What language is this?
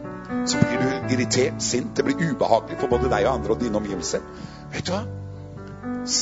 Norwegian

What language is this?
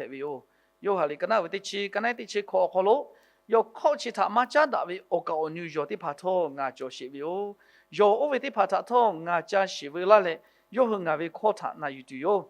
Lahu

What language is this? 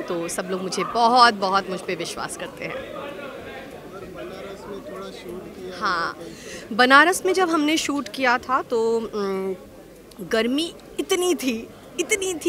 Hindi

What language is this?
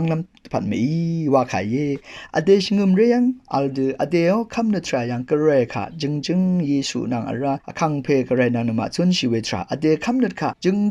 Rawang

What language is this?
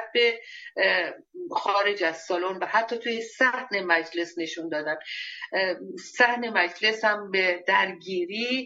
Persian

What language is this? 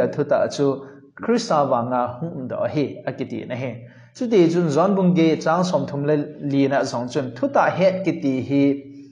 Thado Chin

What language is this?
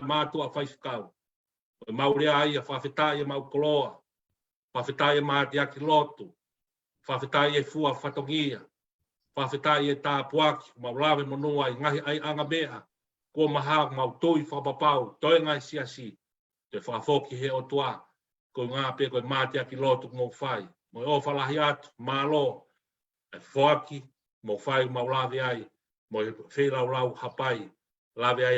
Tongan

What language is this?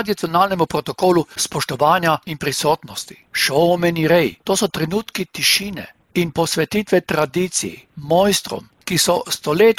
Slovenian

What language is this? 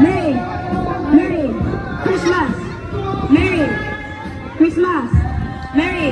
Cebuano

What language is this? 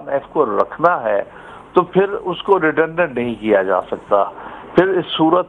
Urdu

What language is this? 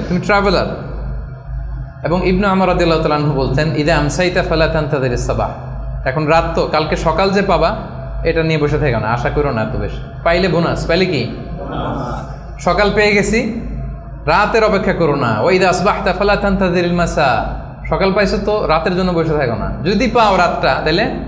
Bangla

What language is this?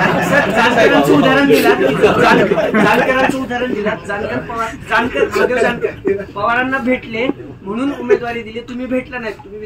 Marathi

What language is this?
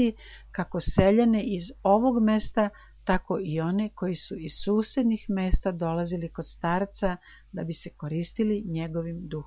Serbian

